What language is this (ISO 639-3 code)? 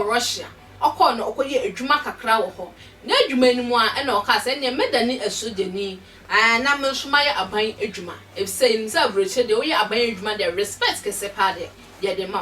aka